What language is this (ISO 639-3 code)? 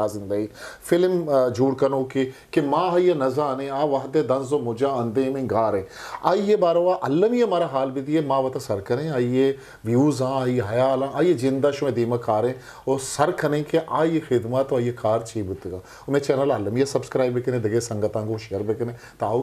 bgp